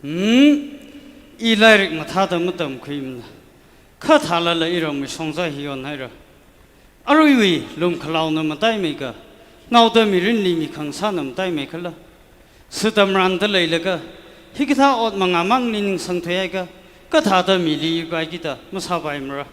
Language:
Tangkhul Naga (India)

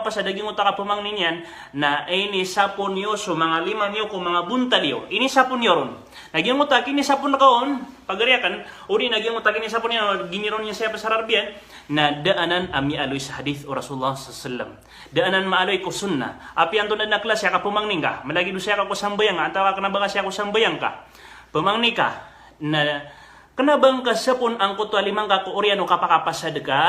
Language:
Maranao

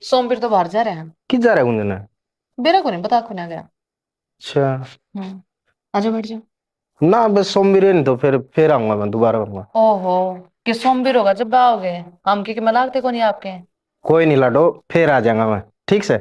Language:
Haryanvi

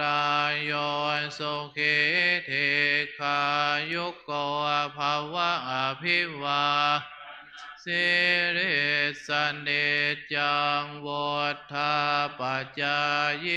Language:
Pali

